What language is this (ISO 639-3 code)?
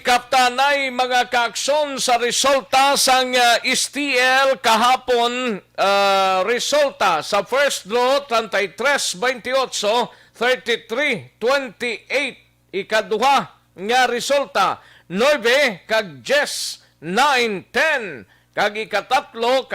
hil